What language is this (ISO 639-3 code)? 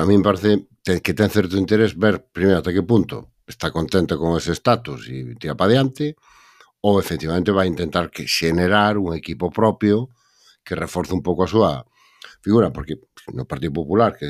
glg